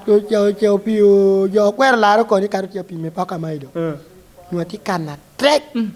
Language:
Lango (Uganda)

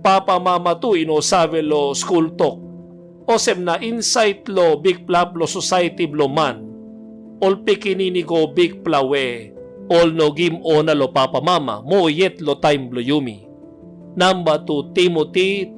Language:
Tok Pisin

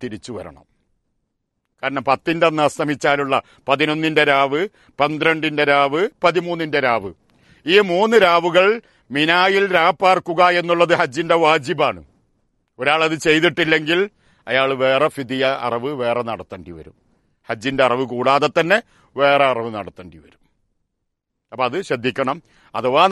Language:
Malayalam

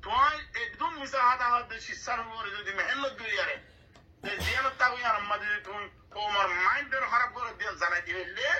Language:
Rohingya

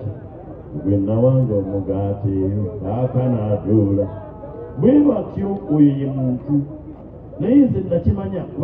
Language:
Ganda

